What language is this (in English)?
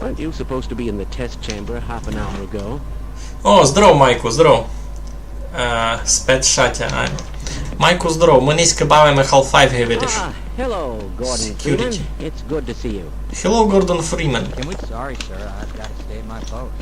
Rusyn